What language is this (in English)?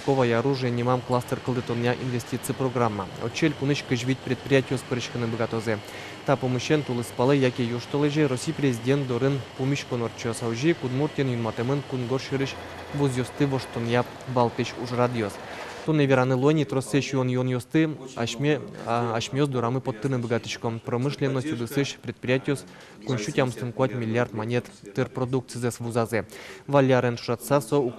Udmurt